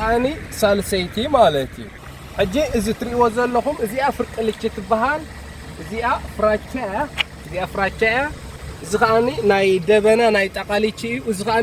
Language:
Tigrinya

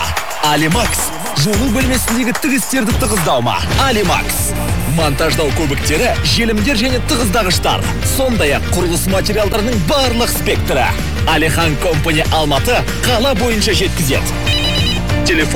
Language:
Kazakh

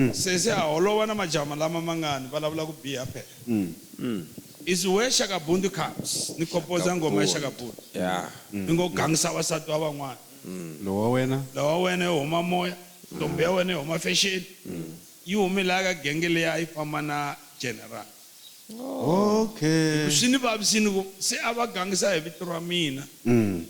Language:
Tsonga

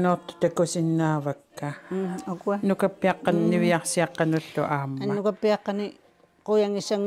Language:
Kalaallisut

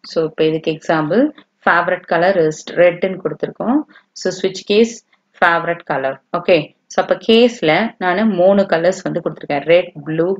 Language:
Tamil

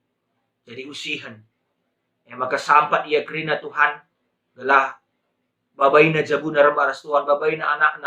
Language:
Batak Karo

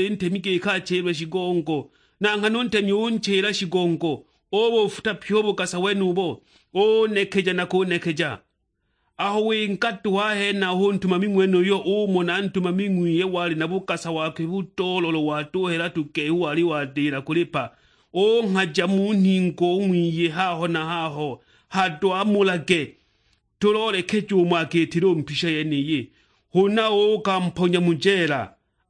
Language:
Sukuma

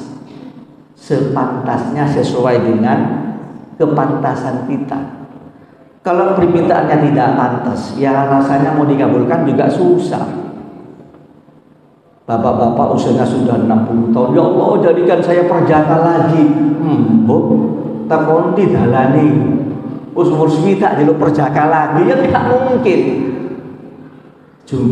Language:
Indonesian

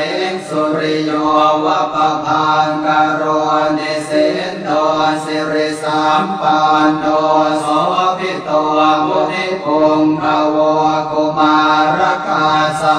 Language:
Pali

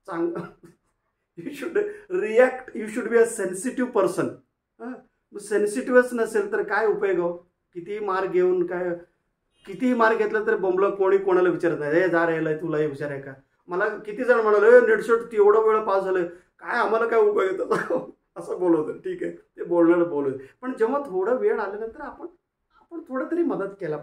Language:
Marathi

